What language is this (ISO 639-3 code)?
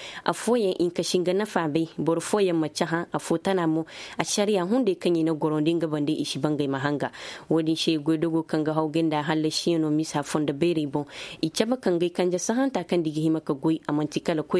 ses